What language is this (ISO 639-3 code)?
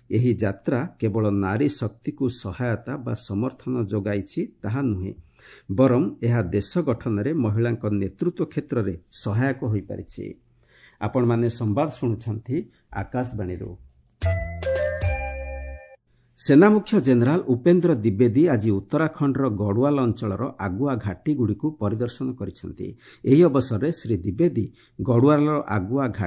ori